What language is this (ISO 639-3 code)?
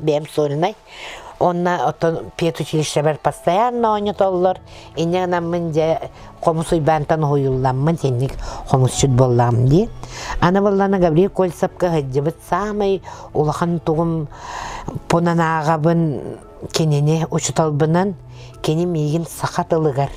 sah